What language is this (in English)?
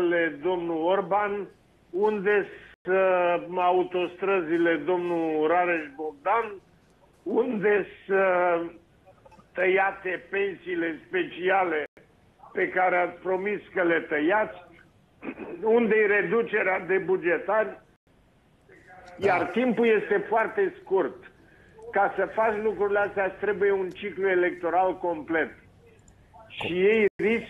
Romanian